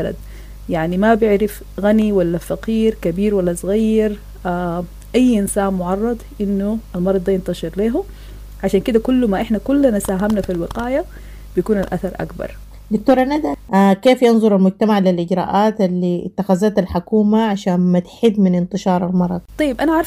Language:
Sudanese Arabic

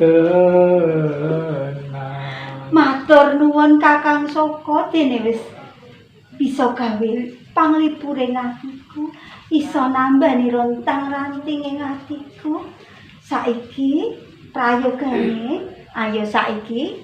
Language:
Javanese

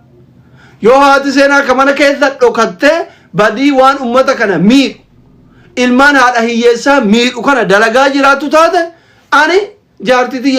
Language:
Oromo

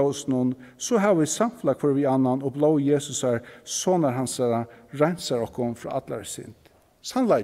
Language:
Faroese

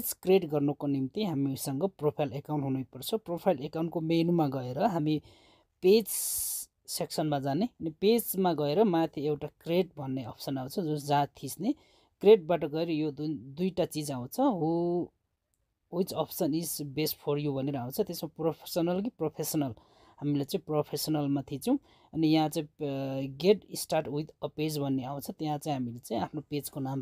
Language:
Nepali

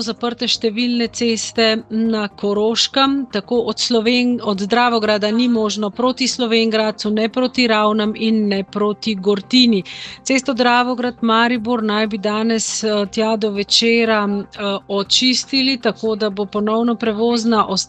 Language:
Slovenian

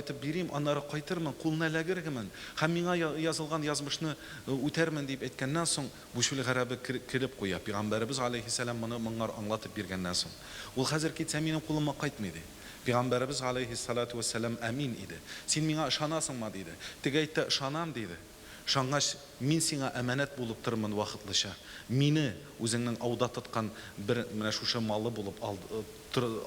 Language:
Tatar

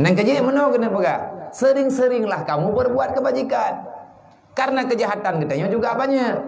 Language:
Achinese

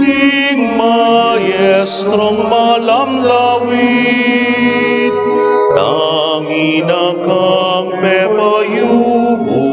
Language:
Pampanga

